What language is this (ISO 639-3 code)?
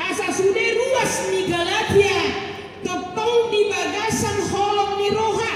bbc